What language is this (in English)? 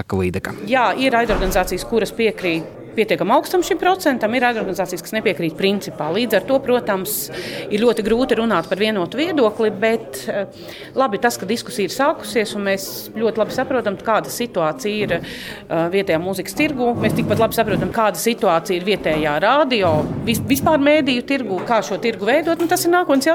Latvian